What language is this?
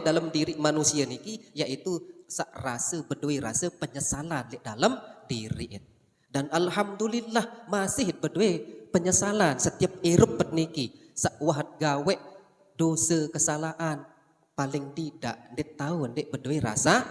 Sasak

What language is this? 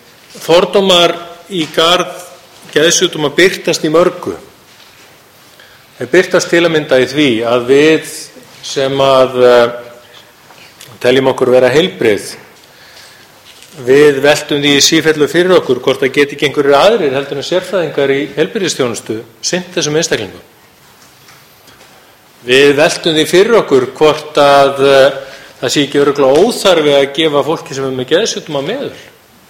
Icelandic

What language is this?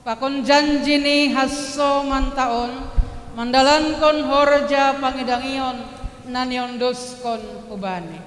Batak Simalungun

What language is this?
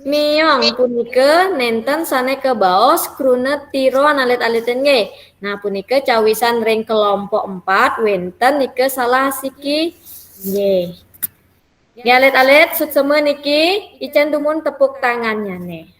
Balinese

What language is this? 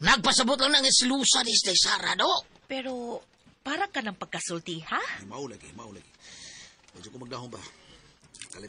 Cebuano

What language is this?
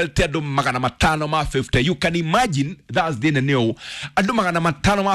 Kikuyu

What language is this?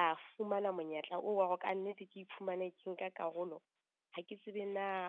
Southern Sotho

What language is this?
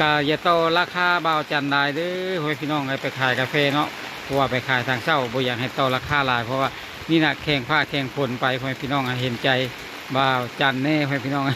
Lao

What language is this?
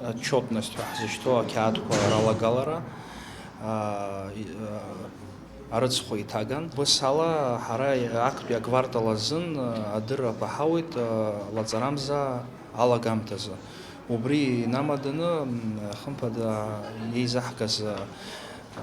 Abkhazian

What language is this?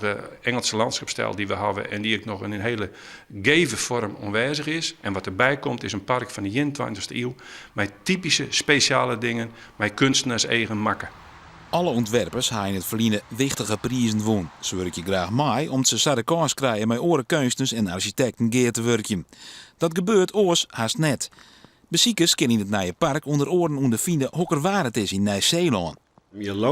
Western Frisian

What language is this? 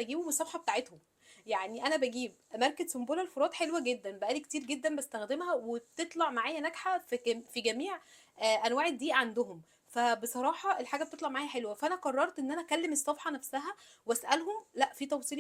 Egyptian Arabic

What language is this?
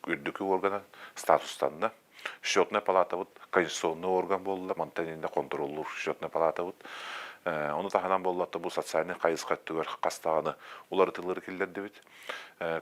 Yakut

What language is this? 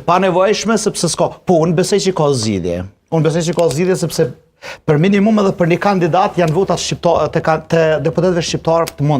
Albanian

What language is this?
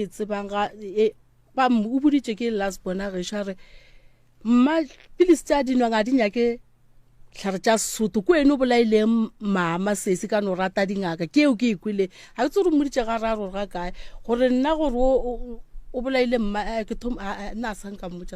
Northern Sotho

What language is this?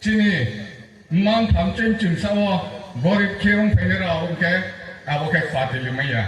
Riang (India)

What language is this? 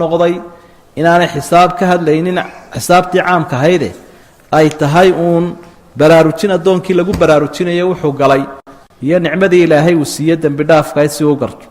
Somali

